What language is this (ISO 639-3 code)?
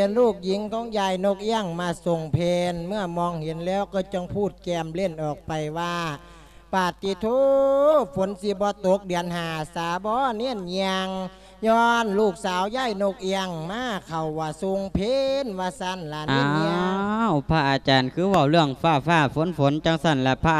lao